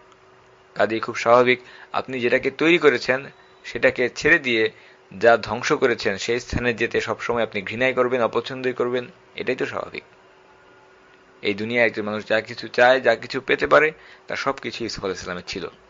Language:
Bangla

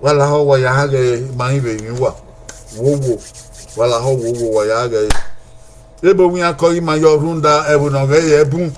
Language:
Bini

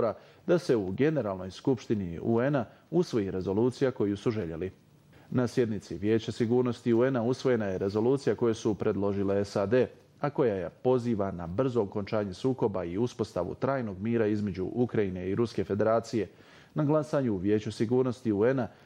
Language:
Bosnian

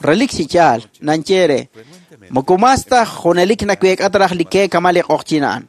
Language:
Kekchí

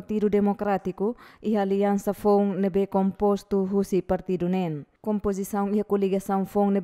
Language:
Tetum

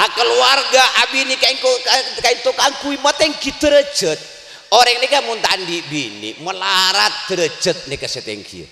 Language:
Madurese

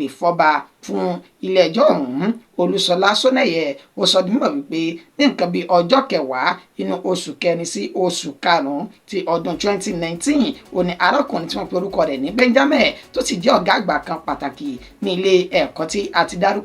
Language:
Yoruba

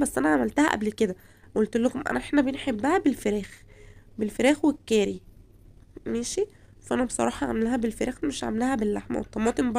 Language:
Egyptian Arabic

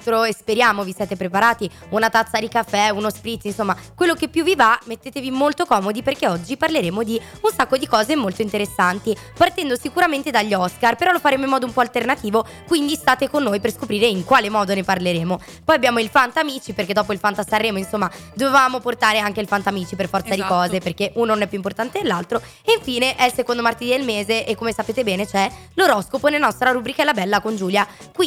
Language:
Italian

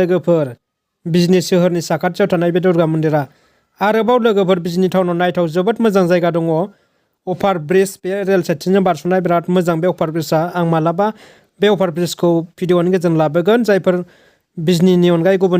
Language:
Bodo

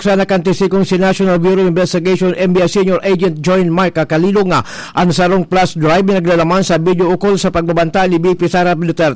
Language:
Bikol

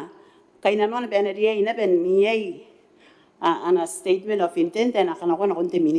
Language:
Gilbertese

